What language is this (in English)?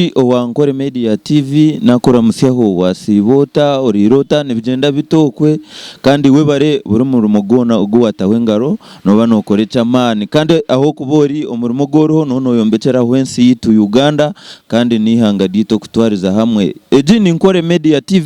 Nyankole